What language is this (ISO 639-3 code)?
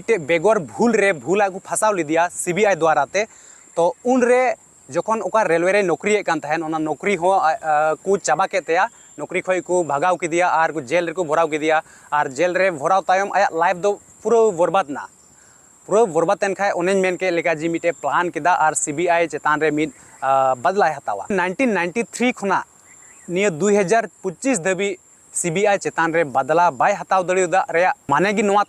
sat